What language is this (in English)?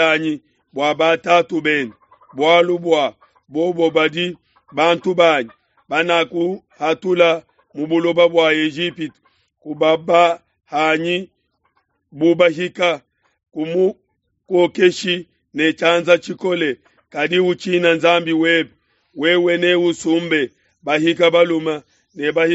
Luba-Lulua